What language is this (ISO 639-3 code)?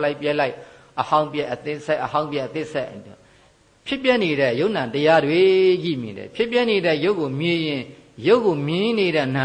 mya